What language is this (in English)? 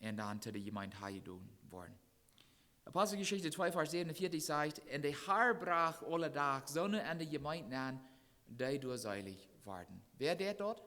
Plautdietsch